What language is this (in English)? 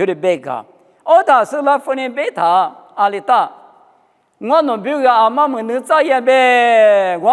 Lisu